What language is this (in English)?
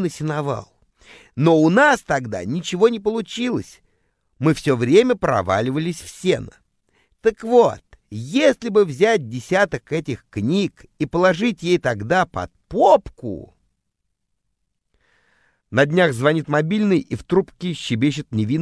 Russian